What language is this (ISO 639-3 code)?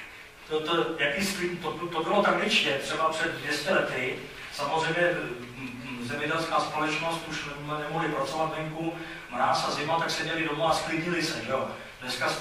ces